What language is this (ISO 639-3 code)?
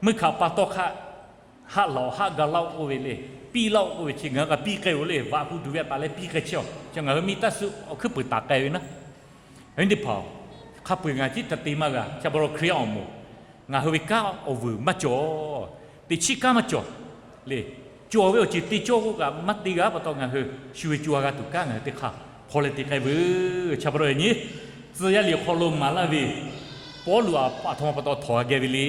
lhu